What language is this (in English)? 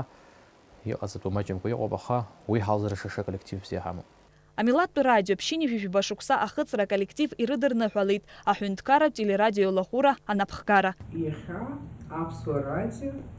Abkhazian